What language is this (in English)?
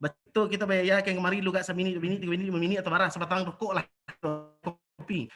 Minangkabau